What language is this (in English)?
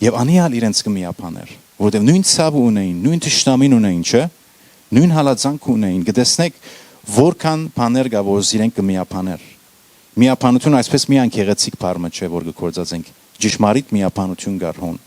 Western Armenian